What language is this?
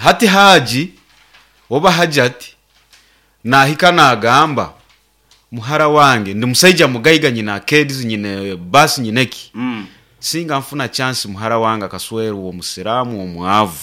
Nyankole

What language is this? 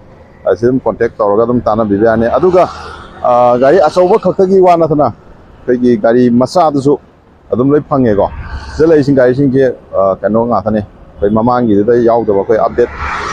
Manipuri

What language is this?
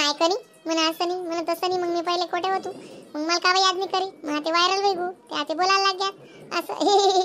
Khandesi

